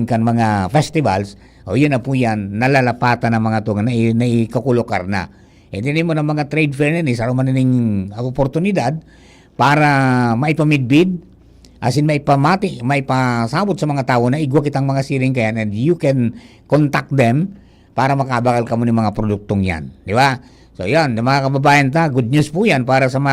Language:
Bikol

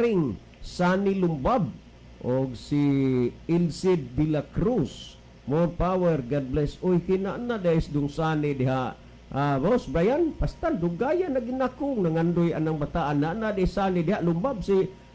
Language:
Cebuano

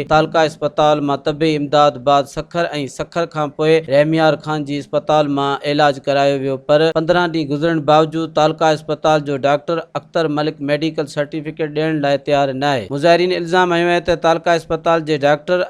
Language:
Sindhi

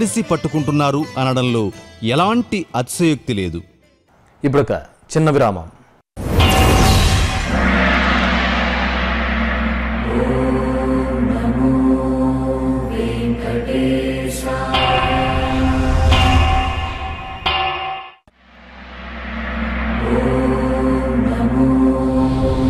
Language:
Telugu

